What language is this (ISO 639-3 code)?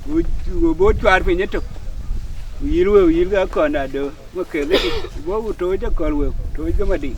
din